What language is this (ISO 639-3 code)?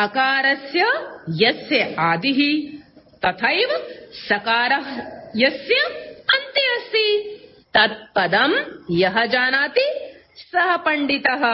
san